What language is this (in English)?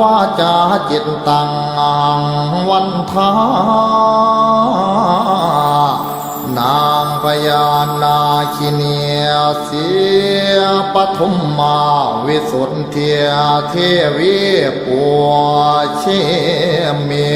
Pali